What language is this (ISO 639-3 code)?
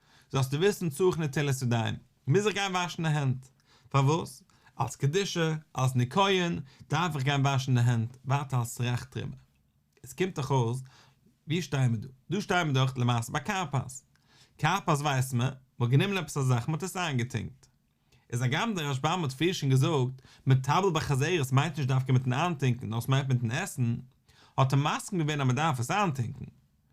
yid